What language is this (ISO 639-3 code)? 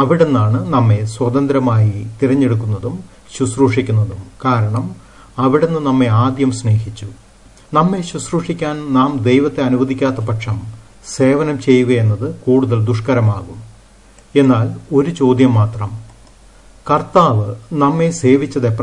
mal